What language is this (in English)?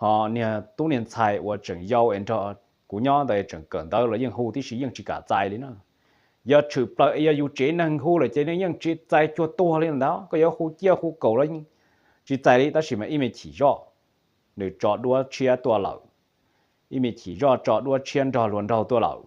Hmong